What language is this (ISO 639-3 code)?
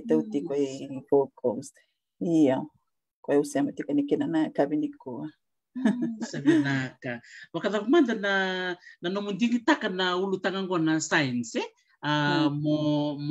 fij